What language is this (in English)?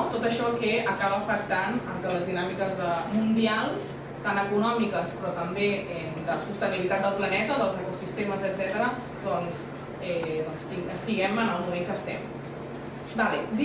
Catalan